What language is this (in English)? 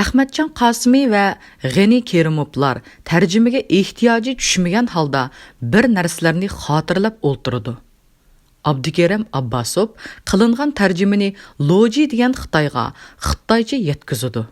Uyghur